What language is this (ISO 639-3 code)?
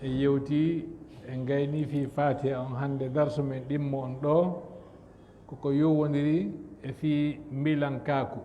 ful